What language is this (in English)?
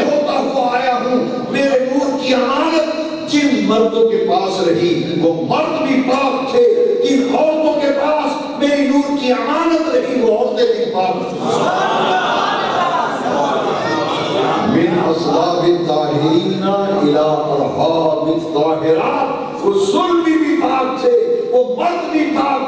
Urdu